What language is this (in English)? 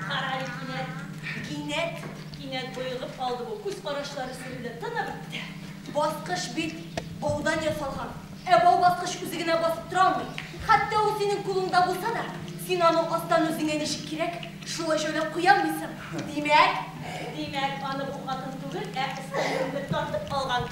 Tatar